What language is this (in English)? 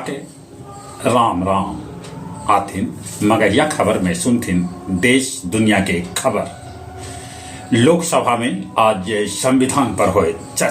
Magahi